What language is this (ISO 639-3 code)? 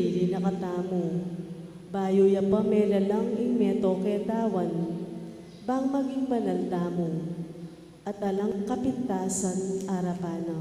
pam